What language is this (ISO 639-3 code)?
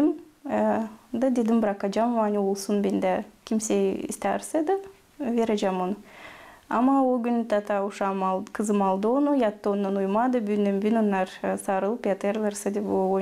gag